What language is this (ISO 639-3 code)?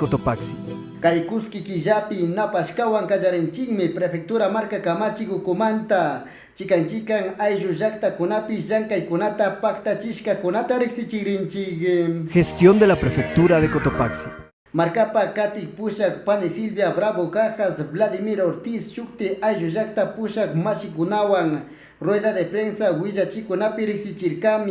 qug